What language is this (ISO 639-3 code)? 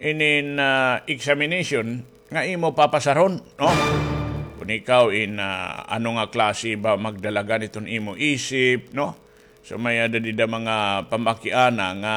war